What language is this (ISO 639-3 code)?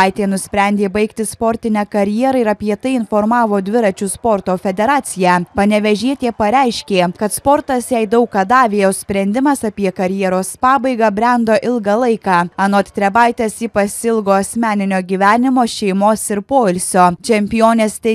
lit